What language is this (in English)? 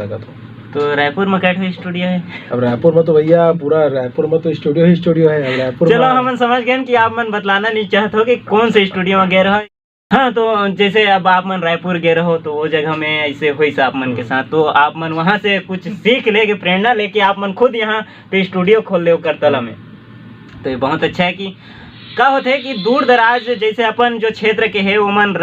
Chhattisgarhi